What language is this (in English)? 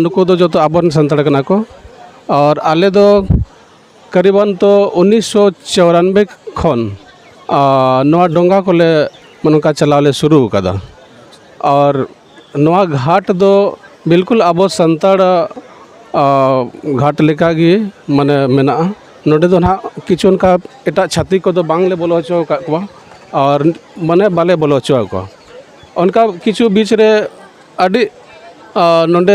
Santali